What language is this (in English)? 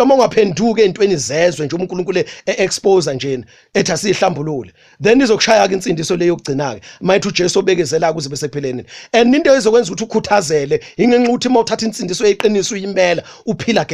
Zulu